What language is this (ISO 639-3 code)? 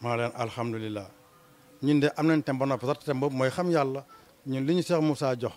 wol